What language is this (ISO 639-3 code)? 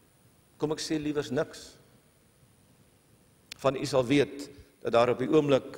afr